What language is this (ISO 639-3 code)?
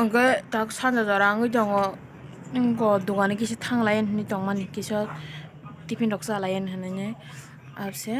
trp